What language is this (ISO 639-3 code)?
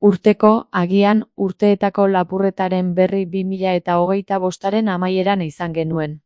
eus